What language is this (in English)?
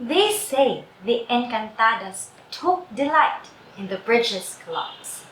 Cebuano